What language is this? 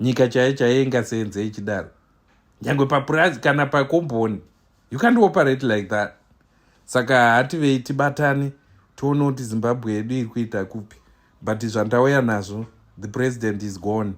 Shona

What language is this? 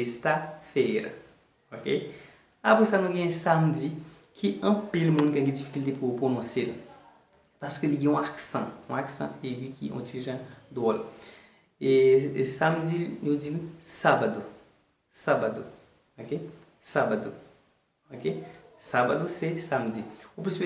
Haitian Creole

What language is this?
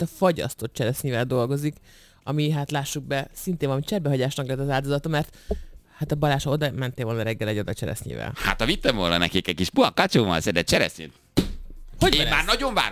Hungarian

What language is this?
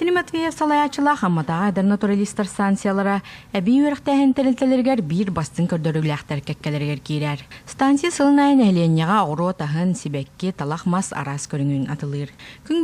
Yakut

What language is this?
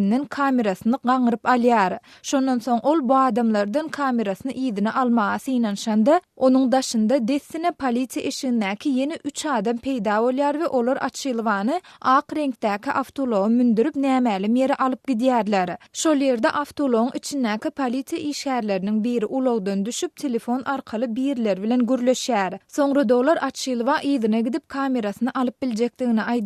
Turkmen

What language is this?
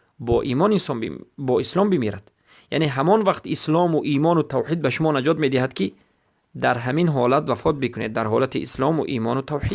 Persian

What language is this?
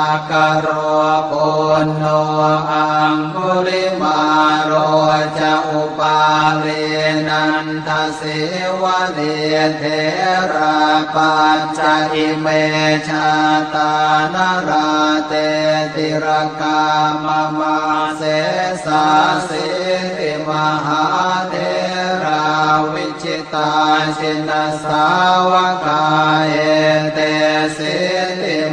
Pali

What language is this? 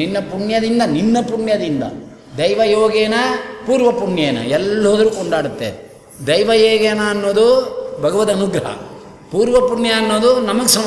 Kannada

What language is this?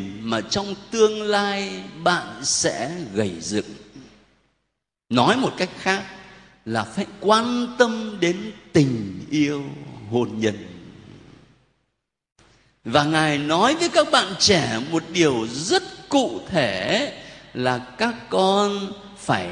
Vietnamese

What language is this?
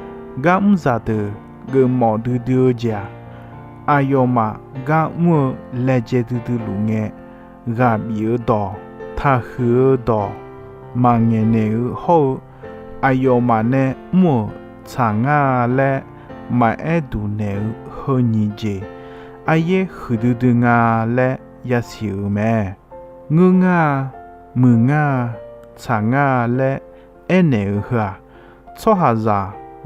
Akha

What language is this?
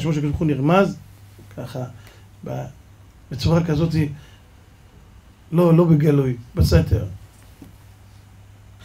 Hebrew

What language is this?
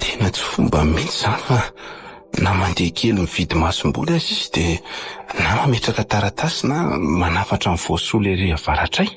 Malagasy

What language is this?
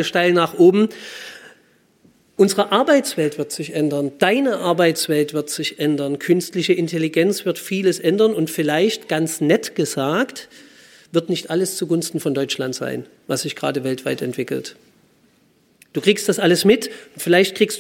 German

